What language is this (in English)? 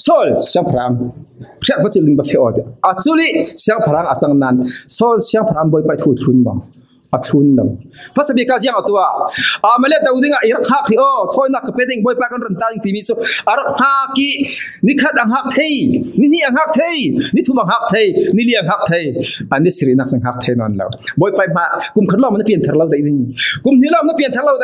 Falam Chin